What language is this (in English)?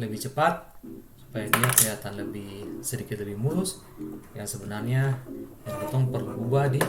Ambonese Malay